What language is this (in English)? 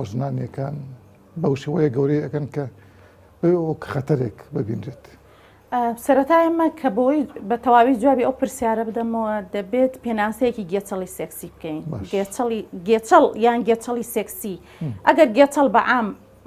Central Kurdish